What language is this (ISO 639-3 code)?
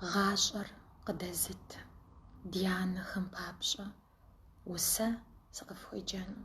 kbd